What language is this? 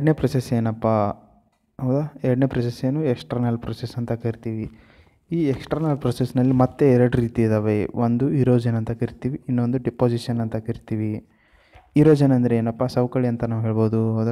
Kannada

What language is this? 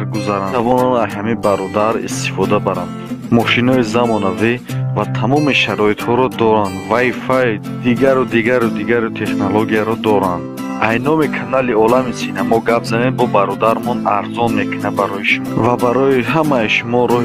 Tajik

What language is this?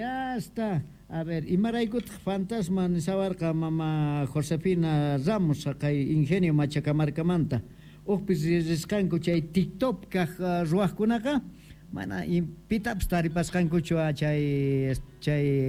South Bolivian Quechua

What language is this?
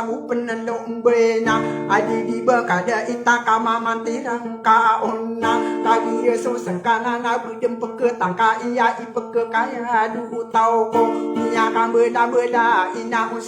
Maranao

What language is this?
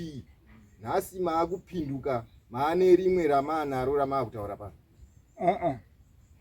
Shona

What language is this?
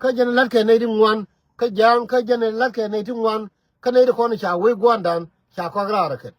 Nuer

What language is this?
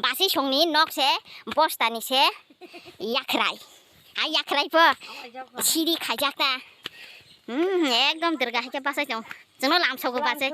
Kok Borok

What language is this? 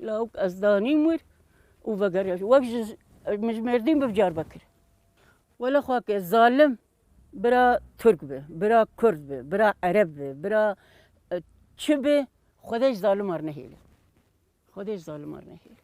Kurdish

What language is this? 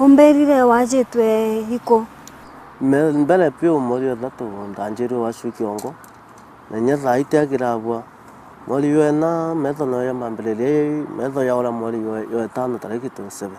Meru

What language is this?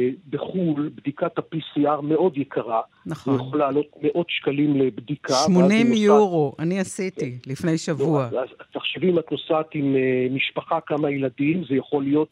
Hebrew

